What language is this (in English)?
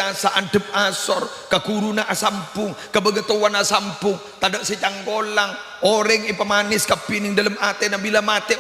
Madurese